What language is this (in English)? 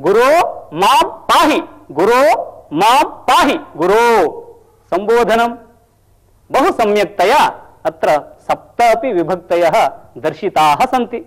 Sanskrit